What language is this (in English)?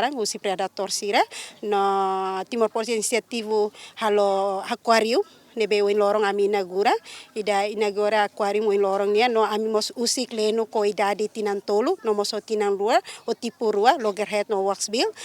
Tetum